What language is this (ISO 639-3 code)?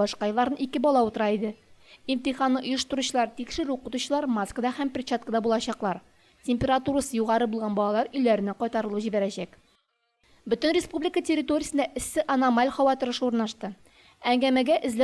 tat